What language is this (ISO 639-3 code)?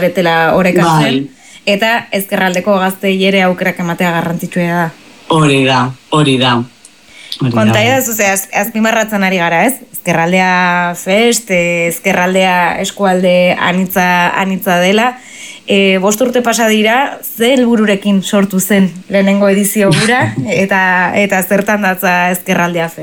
eus